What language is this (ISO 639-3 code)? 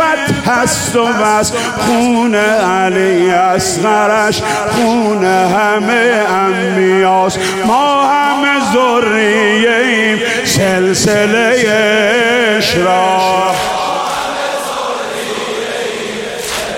fas